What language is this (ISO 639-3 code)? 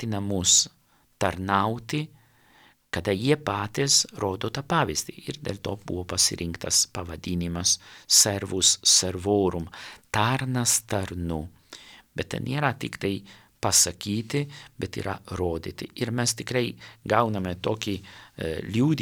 lit